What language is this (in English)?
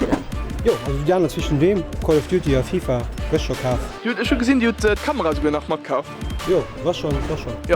Luxembourgish